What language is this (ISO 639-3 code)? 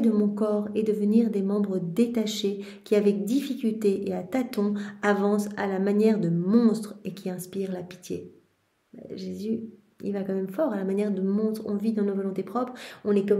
fra